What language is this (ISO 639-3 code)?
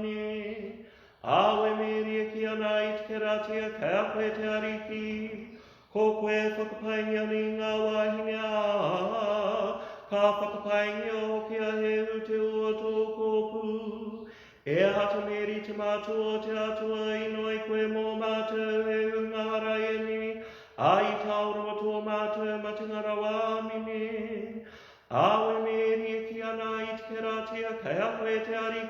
mri